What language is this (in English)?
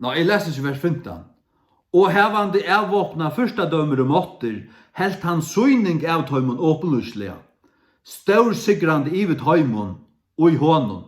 Faroese